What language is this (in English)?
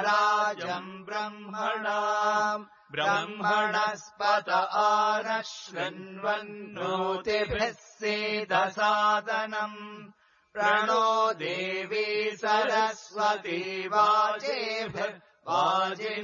Sanskrit